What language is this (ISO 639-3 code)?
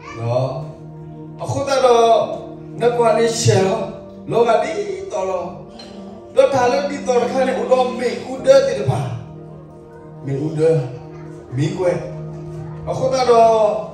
ksw